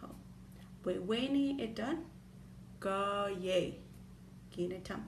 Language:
Chippewa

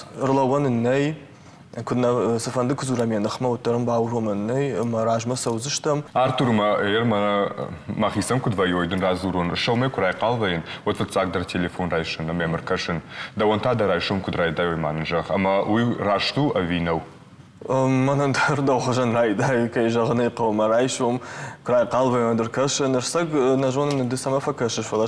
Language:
Ossetic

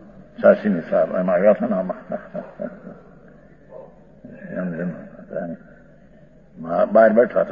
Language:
Gujarati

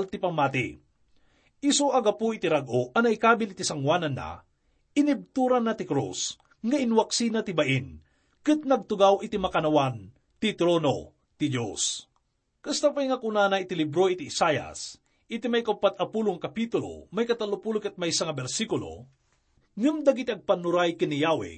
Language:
Iloko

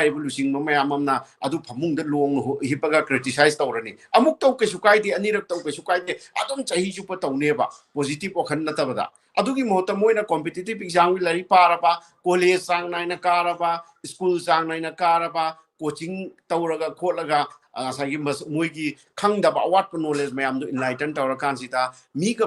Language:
Manipuri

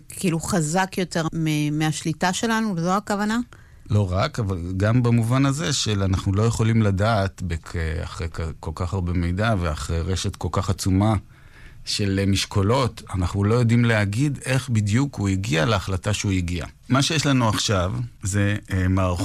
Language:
Hebrew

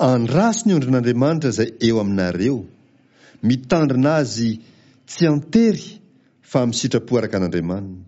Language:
Malagasy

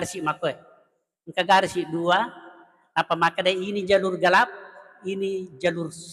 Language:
Buginese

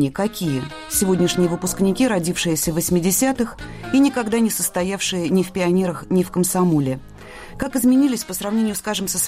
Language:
Russian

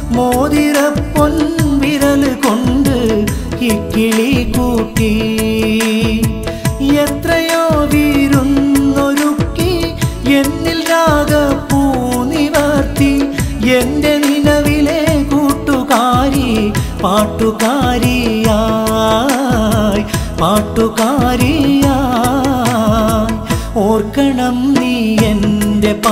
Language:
Malayalam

